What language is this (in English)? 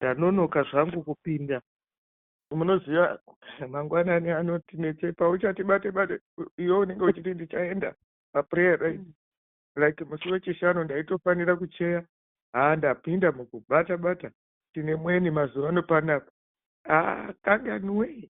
Shona